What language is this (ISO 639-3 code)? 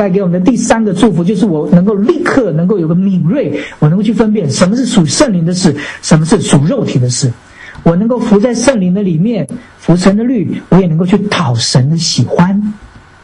zho